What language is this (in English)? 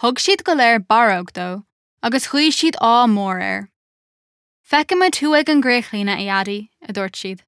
Irish